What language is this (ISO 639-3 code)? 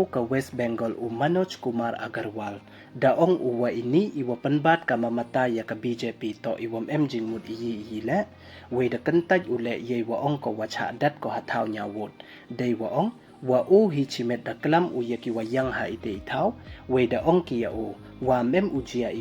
pbv